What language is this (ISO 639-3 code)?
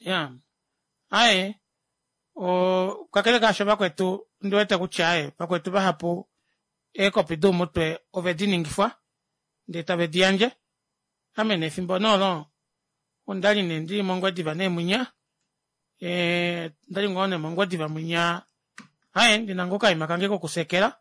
kua